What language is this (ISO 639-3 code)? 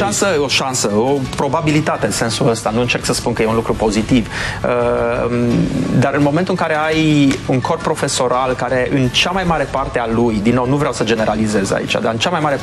ron